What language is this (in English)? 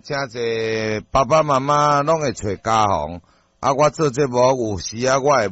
Min Nan Chinese